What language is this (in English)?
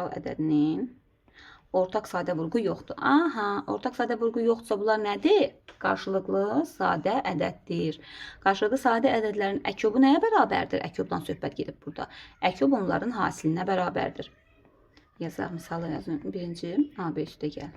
Azerbaijani